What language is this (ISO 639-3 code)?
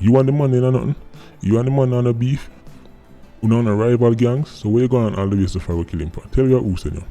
jam